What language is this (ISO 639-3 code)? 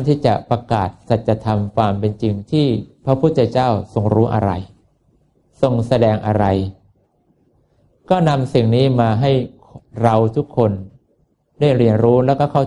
tha